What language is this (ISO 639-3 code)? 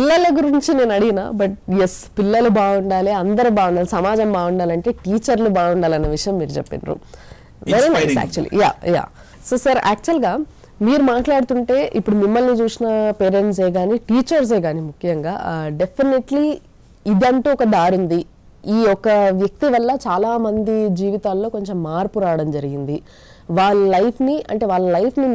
tel